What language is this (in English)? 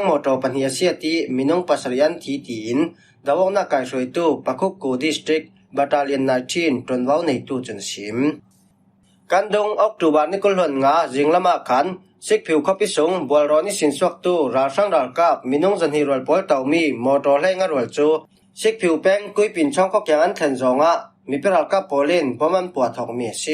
Falam Chin